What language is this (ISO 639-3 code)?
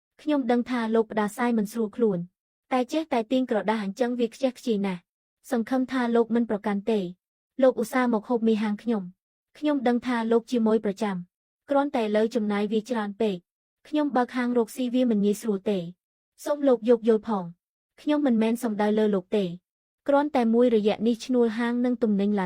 khm